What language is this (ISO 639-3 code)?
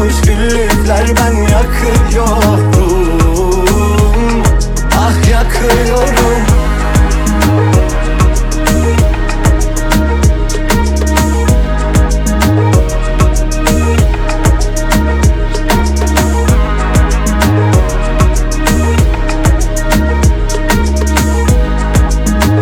tur